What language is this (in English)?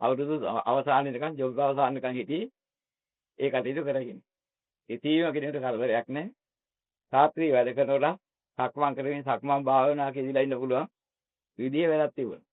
Sinhala